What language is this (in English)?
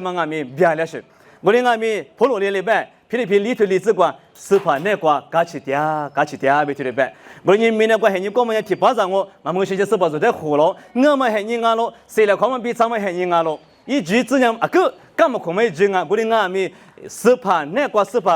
Lisu